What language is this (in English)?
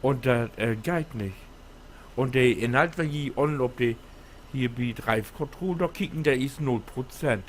Low German